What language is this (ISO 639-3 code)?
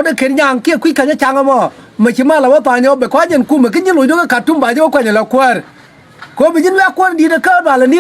nus